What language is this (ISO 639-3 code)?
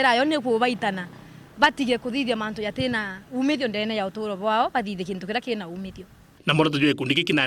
mer